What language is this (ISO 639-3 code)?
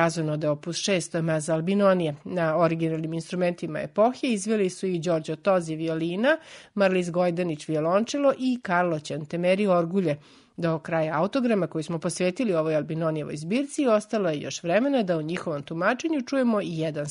srp